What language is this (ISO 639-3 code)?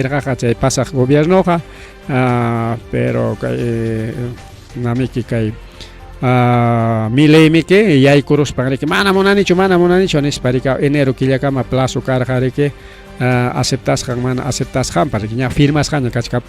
quy